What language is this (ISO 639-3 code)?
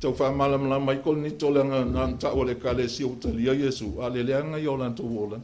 smo